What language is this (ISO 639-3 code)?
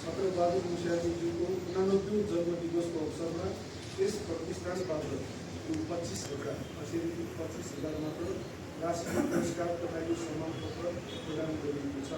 nep